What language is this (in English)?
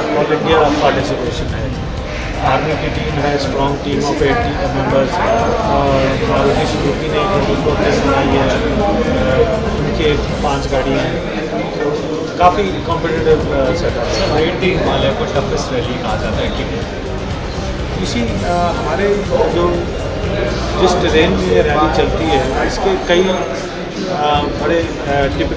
Hindi